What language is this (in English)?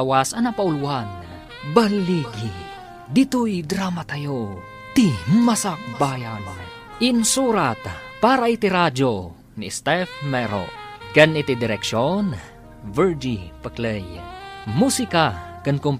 Iloko